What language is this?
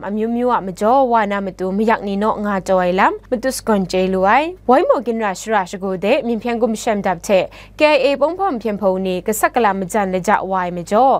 Kachin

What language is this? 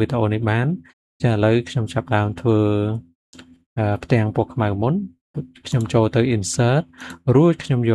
Khmer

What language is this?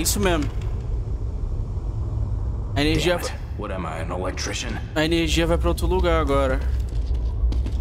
Portuguese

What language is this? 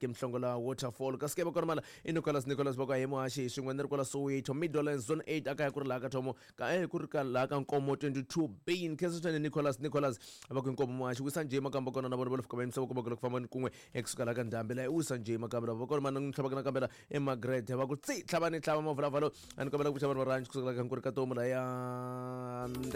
Tsonga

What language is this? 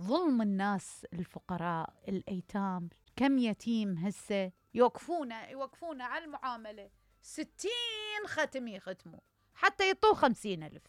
Mesopotamian Arabic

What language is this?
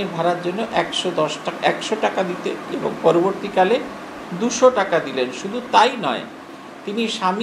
Bangla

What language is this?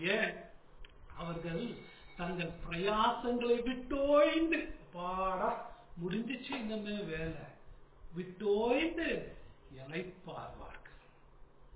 Tamil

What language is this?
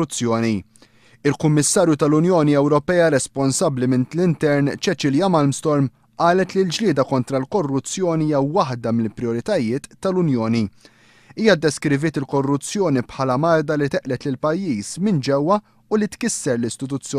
Maltese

